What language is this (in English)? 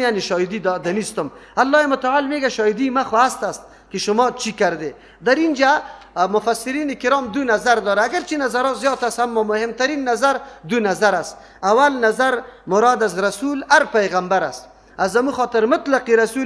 Persian